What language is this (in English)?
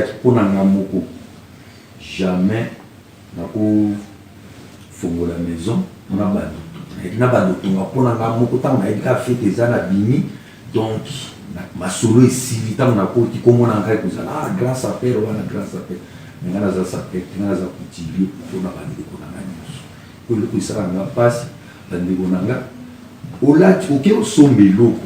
Lingala